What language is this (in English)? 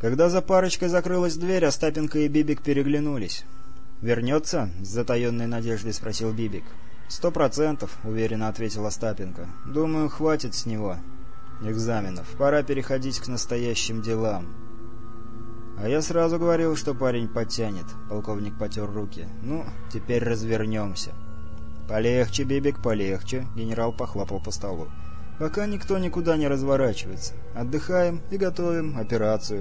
Russian